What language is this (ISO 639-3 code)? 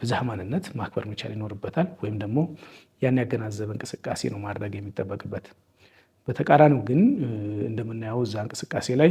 amh